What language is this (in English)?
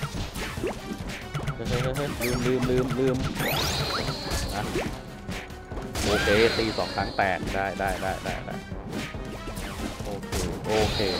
Thai